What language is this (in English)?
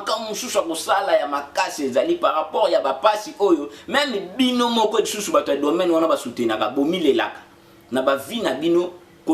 Lingala